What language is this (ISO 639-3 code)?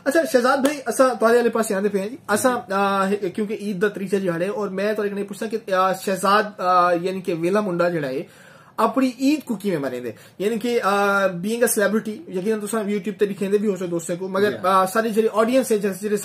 skr